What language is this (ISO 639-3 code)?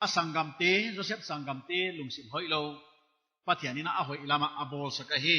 pck